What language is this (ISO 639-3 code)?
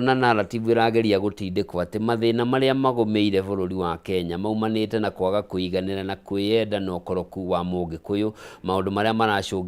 kik